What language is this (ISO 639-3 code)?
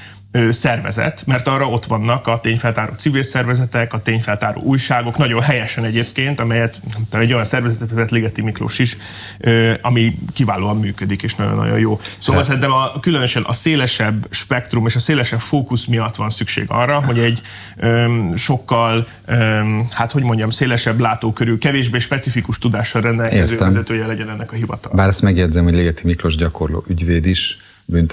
hun